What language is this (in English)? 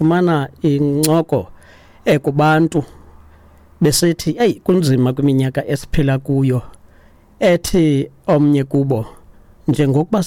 Xhosa